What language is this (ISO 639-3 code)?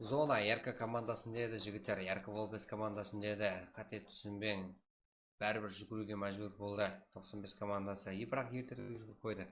kaa